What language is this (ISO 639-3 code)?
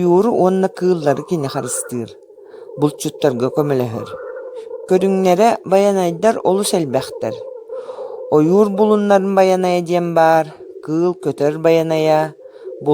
sah